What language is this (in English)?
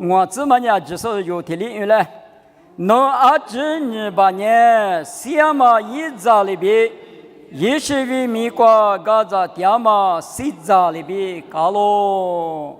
Lisu